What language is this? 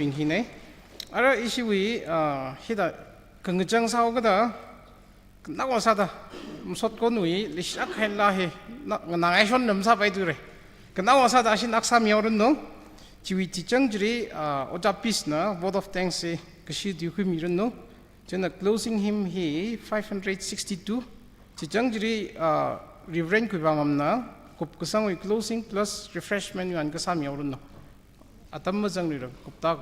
Tangkhul Naga (India)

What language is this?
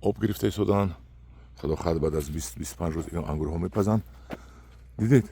Tajik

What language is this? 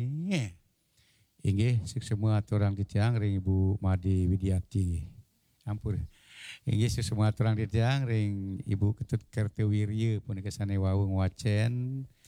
Balinese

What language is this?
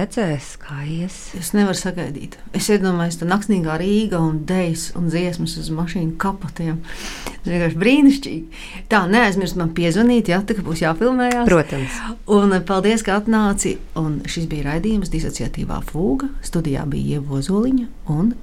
Latvian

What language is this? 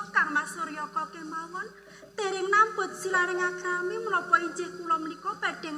Javanese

